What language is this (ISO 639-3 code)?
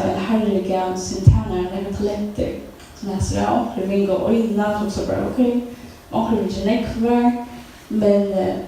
fao